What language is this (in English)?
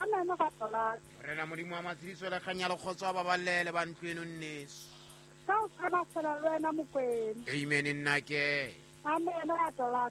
Southern Sotho